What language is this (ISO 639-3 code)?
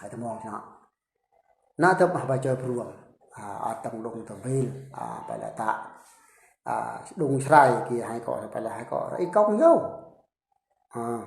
bru